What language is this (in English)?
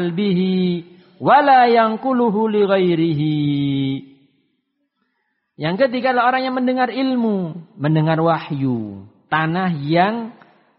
Indonesian